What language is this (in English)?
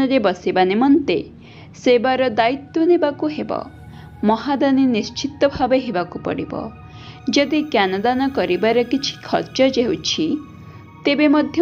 Odia